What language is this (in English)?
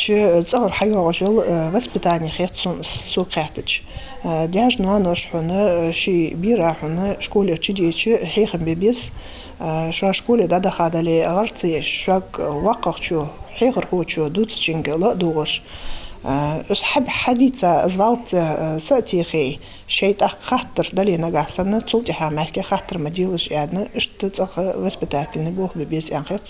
Ingush